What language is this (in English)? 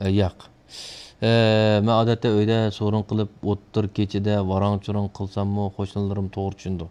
Uyghur